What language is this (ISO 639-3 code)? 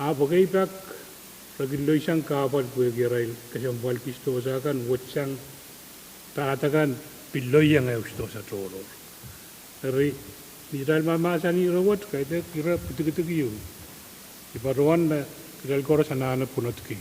pon